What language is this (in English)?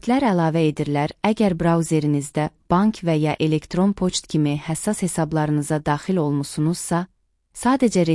Azerbaijani